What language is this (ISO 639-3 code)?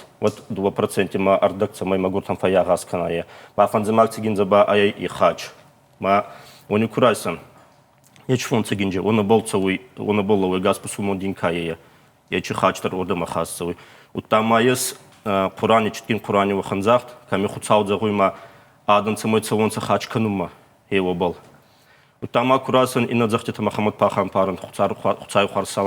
oss